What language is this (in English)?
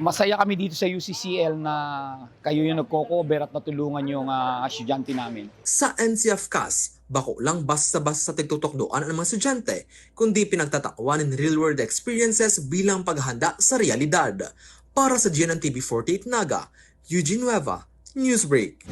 Bikol